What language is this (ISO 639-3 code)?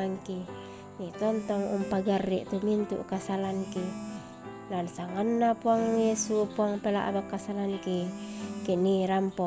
sda